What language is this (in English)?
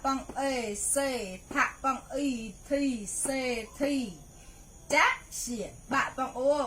Mon